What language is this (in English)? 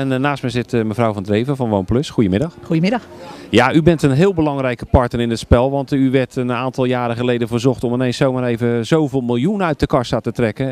Dutch